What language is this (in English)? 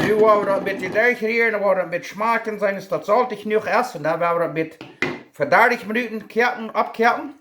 Plautdietsch